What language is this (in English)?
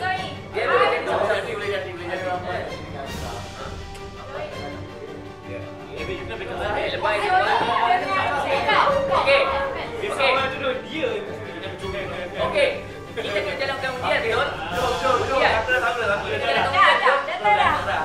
Malay